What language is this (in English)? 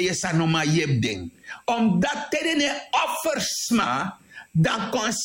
Sranan Tongo